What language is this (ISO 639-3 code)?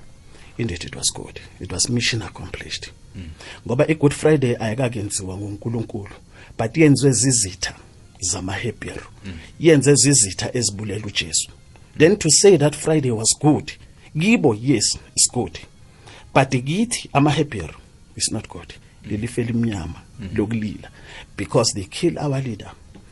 nbl